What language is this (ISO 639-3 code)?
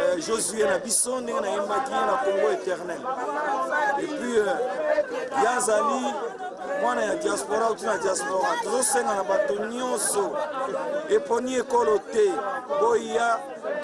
lin